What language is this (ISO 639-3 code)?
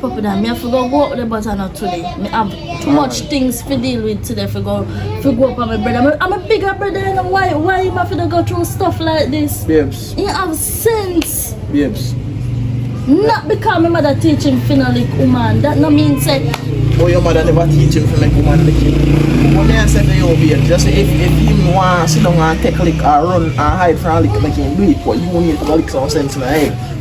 jam